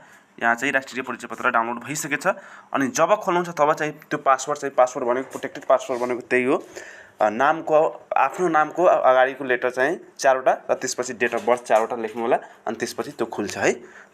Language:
Nepali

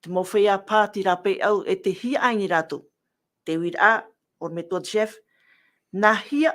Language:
Tahitian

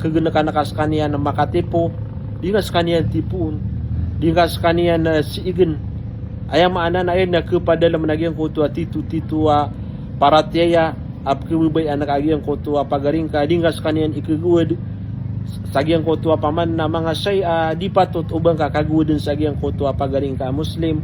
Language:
Maranao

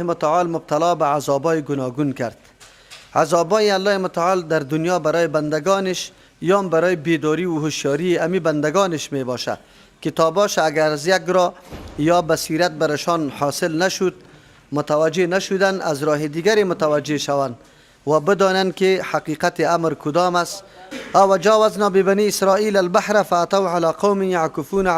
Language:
Persian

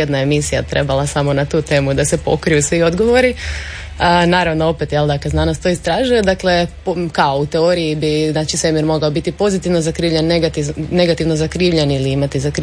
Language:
Croatian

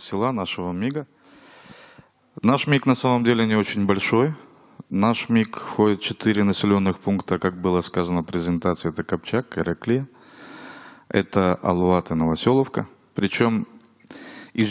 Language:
Russian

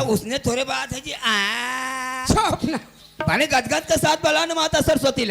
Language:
Chhattisgarhi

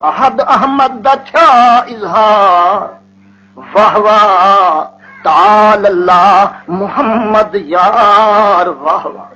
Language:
Saraiki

